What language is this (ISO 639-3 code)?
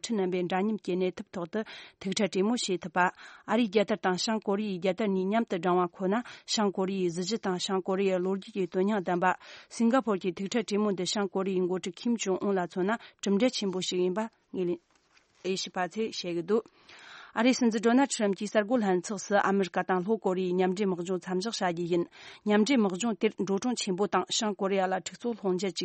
bod